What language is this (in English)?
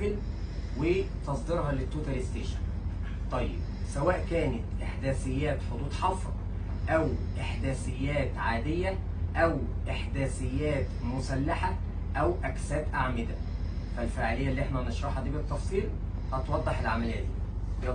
Egyptian Arabic